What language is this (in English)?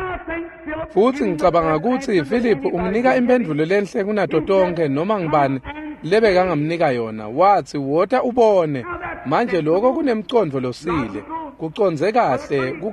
Swati